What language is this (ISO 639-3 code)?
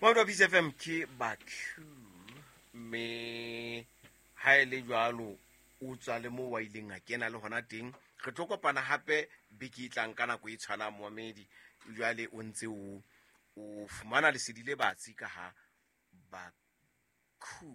sot